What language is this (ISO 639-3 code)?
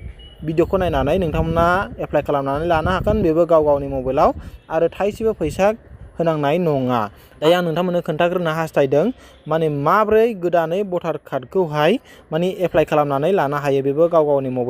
brx